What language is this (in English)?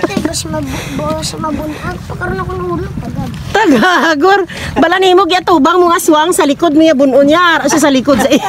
Hiligaynon